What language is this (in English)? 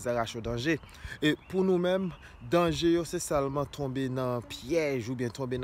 Haitian Creole